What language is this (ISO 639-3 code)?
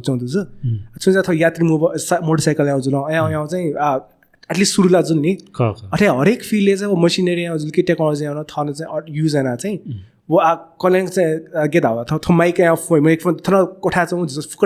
new